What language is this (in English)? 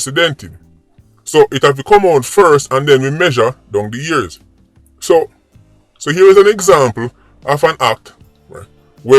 Jamaican Creole English